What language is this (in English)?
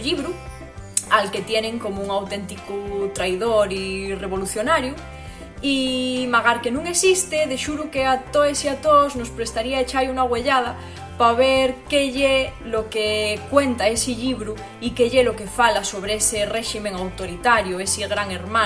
Asturian